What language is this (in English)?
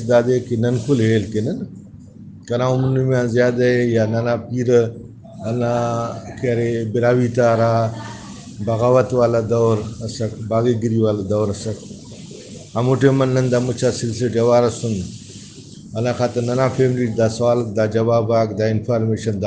Brahui